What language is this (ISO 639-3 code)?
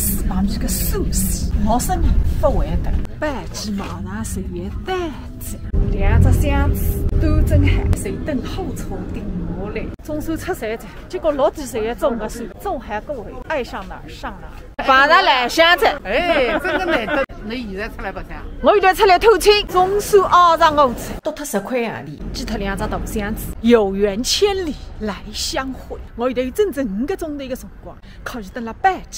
wuu